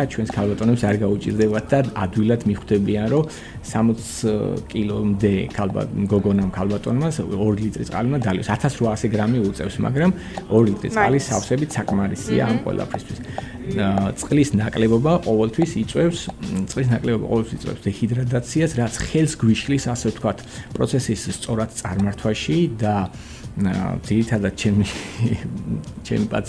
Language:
Georgian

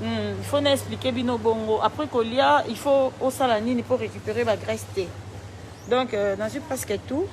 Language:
Lingala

